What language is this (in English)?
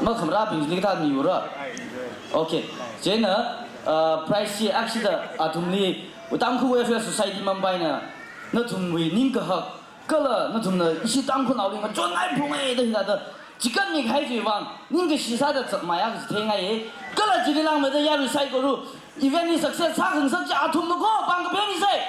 Tangkhul Naga (India)